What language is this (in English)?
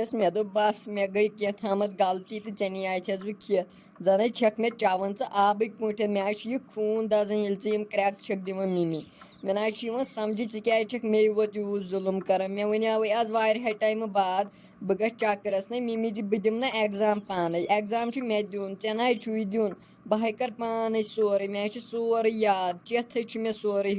Kashmiri